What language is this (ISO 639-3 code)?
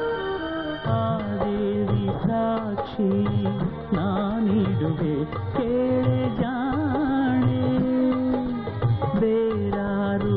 kan